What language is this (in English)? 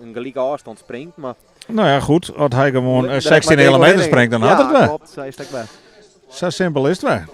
Western Frisian